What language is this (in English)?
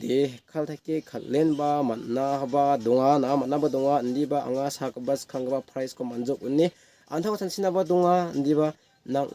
Garo